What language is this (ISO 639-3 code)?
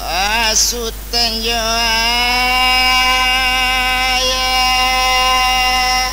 min